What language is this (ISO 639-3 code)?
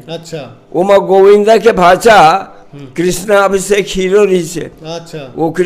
hne